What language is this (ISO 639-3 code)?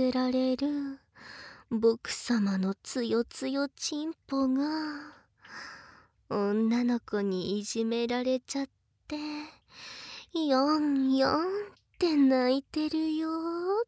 jpn